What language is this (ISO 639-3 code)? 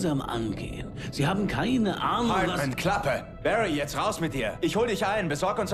bar